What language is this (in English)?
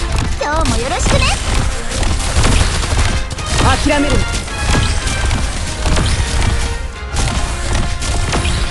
Japanese